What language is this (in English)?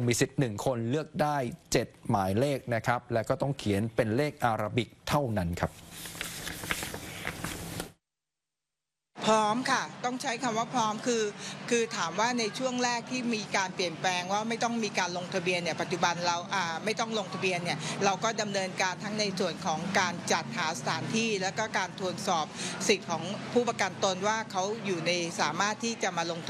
Thai